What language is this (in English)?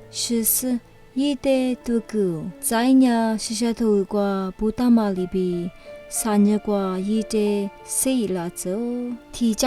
Lisu